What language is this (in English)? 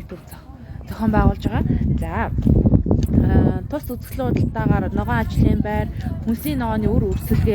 Mongolian